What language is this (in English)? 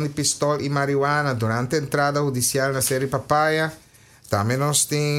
Papiamento